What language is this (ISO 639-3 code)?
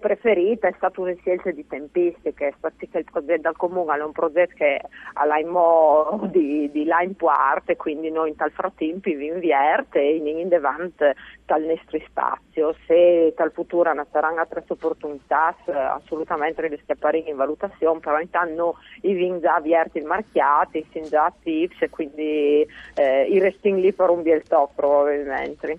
fur